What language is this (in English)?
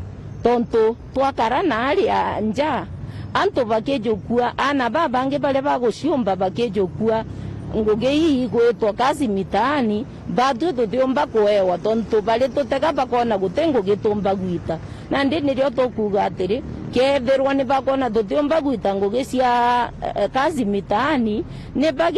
Meru